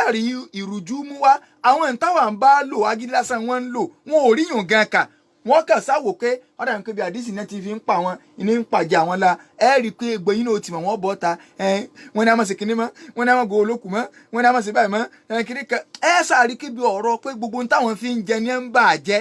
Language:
Yoruba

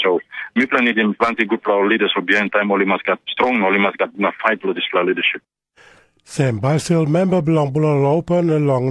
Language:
Tok Pisin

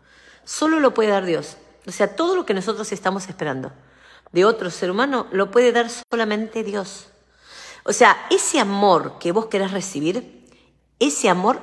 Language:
Spanish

